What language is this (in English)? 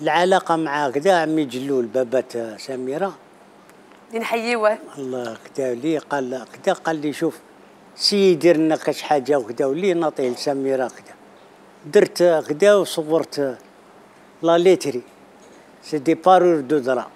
Algerian Arabic